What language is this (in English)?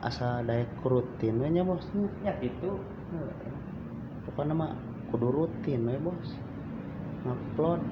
Sundanese